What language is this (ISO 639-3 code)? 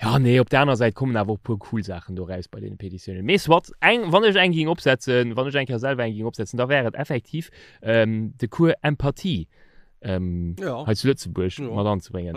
ltz